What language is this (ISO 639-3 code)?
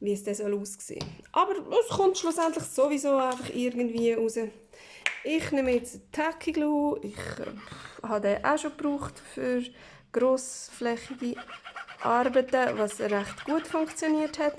gsw